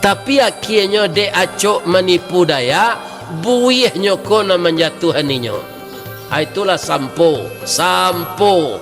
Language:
Minangkabau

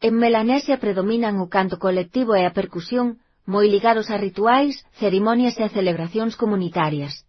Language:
Galician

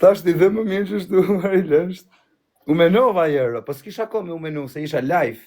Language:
Albanian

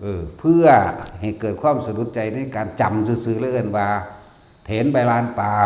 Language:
Northeastern Thai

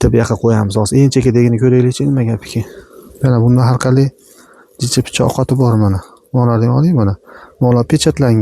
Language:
Uzbek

